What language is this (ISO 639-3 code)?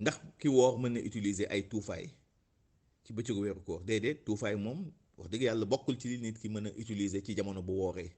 wol